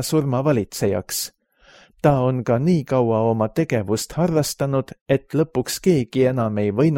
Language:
Estonian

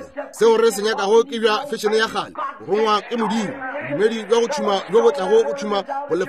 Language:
Northern Sotho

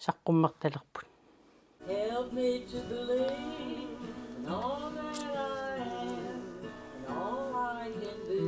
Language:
Kalaallisut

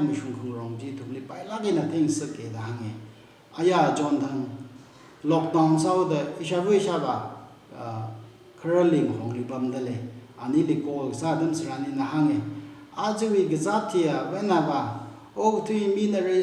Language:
Tangkhul Naga (India)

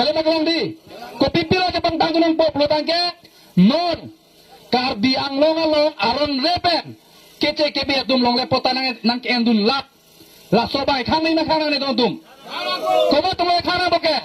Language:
Karbi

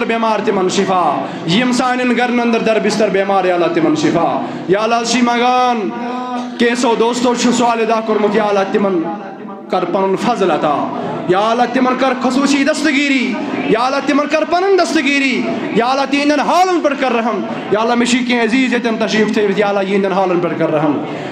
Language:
Kashmiri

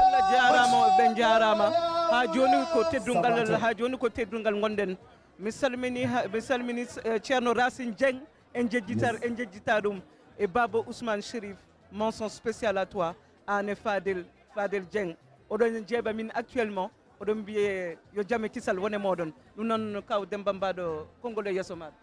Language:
Fula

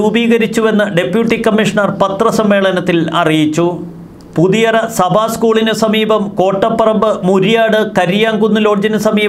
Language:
Malayalam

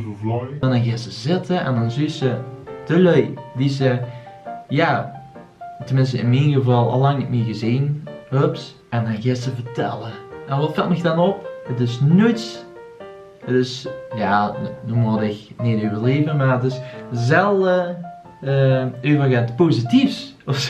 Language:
Limburgish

